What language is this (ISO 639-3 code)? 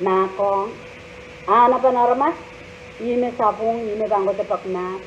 pon